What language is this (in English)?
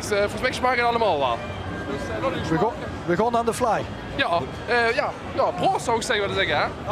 Limburgish